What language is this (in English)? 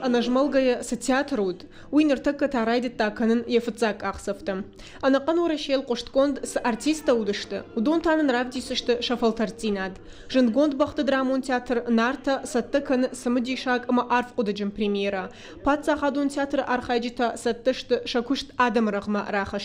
Ossetic